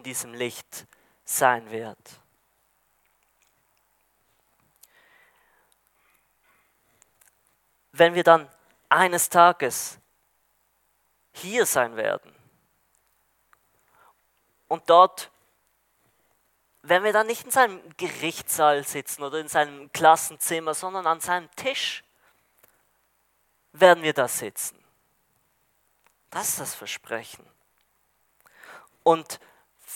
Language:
German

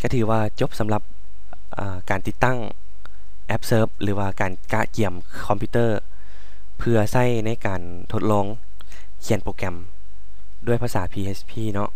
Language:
Lao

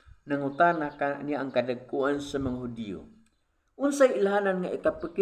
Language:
Cebuano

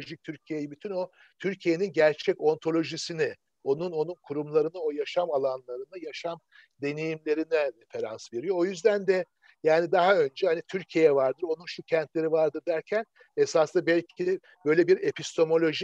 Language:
Turkish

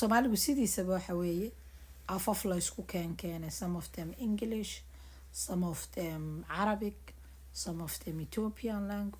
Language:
Somali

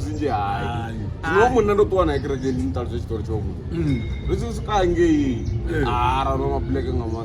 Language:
Venda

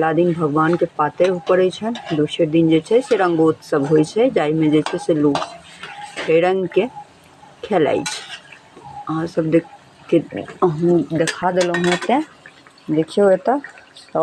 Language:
Maithili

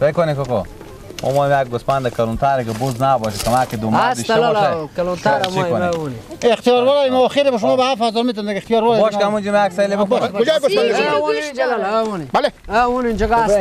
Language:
Persian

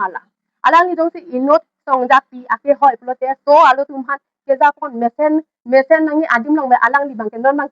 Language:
Karbi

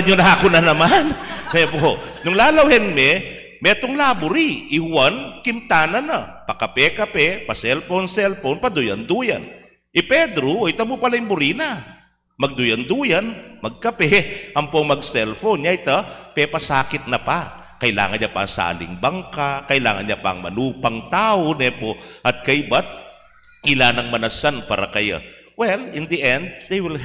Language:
Pampanga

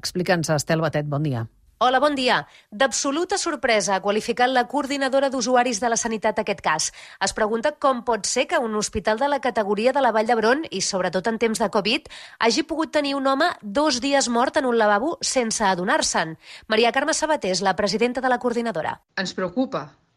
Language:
Catalan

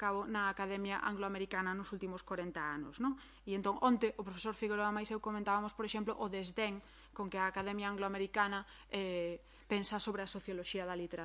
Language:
Galician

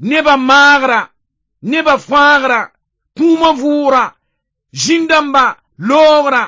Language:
Mossi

